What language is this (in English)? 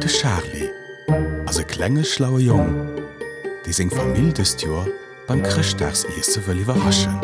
Luxembourgish